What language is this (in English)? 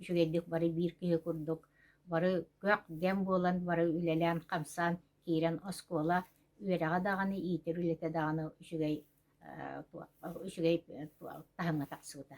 Yakut